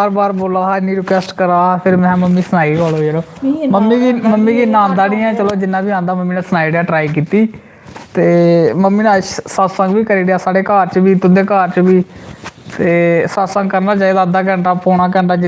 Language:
Dogri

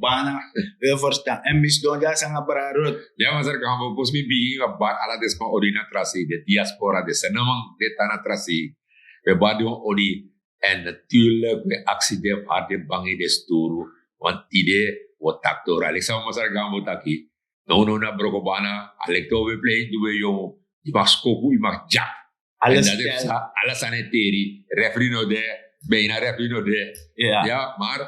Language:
Sranan Tongo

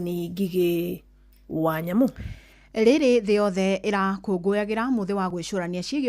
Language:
Kikuyu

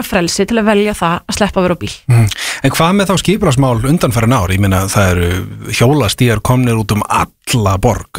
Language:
Icelandic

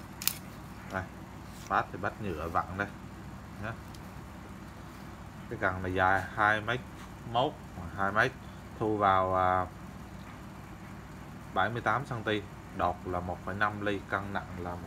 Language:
Vietnamese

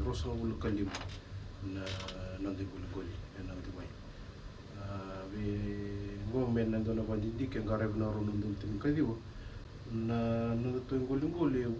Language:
Fijian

